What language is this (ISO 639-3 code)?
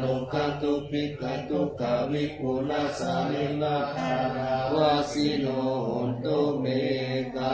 pli